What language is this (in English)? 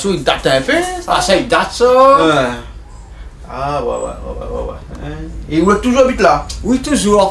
Réunion Creole French